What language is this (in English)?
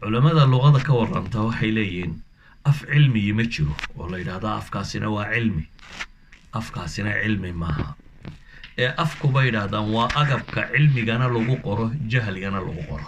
Somali